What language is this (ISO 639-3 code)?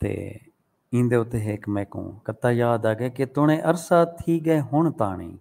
skr